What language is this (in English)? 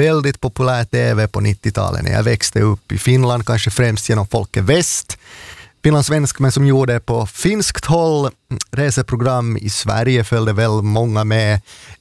Swedish